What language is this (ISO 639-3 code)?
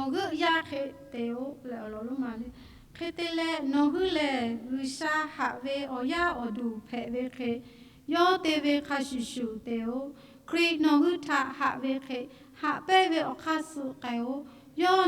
lhu